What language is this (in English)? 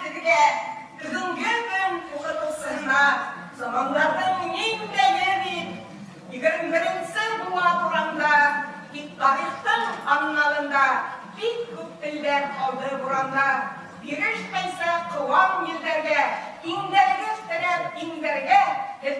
Bashkir